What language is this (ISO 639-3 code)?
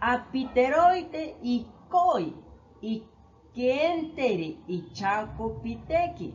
cni